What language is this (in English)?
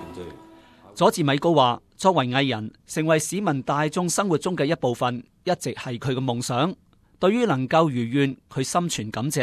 Cantonese